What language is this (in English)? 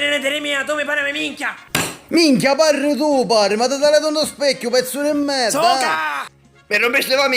Sicilian